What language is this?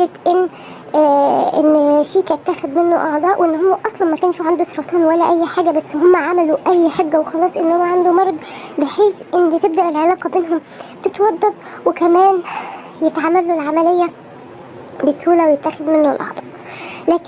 Egyptian Arabic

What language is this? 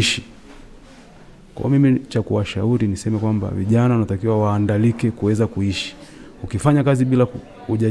Swahili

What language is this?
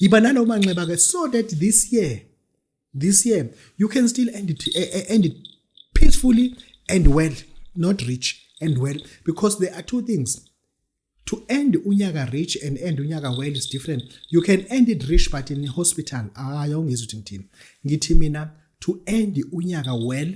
Zulu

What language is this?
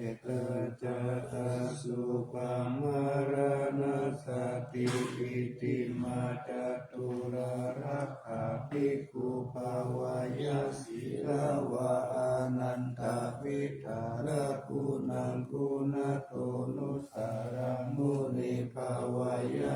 Pali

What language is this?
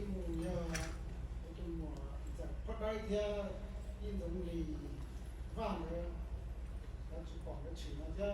Hmong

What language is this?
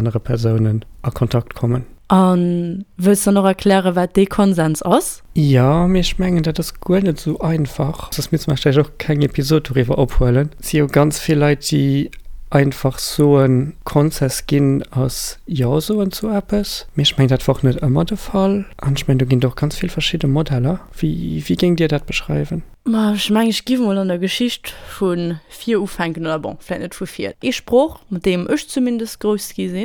Luxembourgish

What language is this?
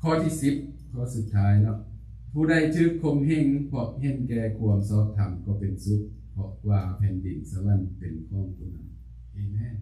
Lao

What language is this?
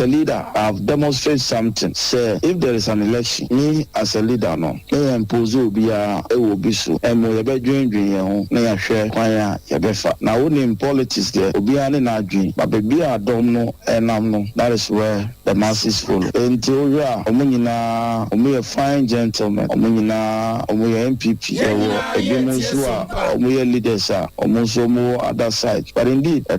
Akan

